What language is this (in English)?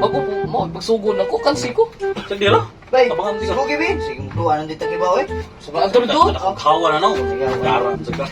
Cebuano